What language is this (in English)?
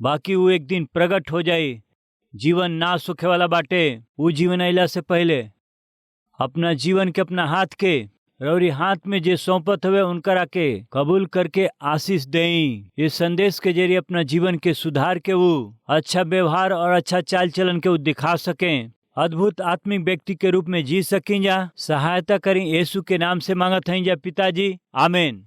Bhojpuri